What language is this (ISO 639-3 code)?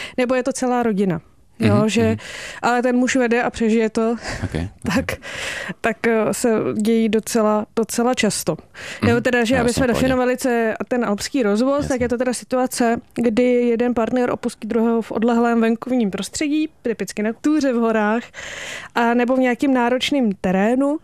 ces